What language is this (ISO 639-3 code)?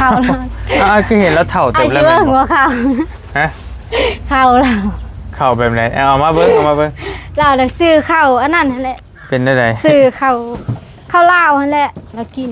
tts